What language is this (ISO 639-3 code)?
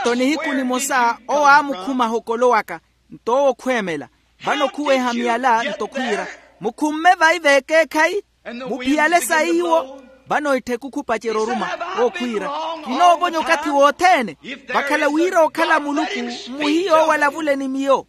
vmw